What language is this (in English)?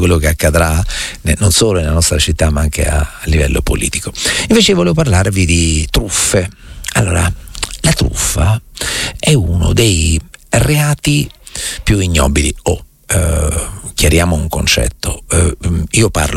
Italian